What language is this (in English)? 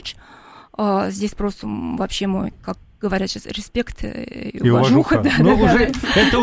Russian